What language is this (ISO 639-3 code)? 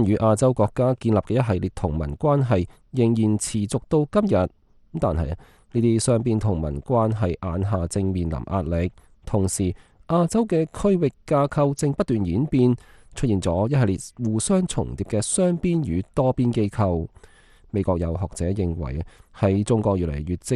yue